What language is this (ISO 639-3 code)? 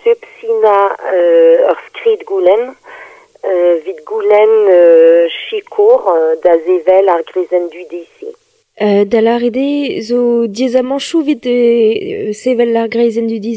bre